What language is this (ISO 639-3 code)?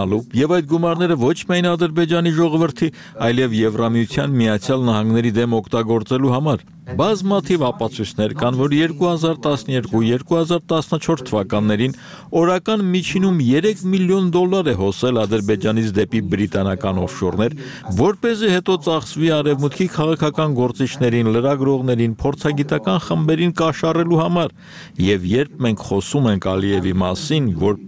hye